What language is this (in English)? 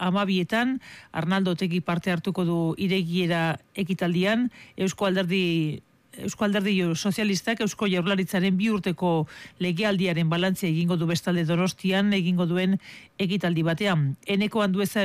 Basque